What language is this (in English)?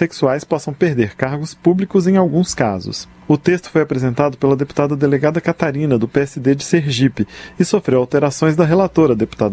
Portuguese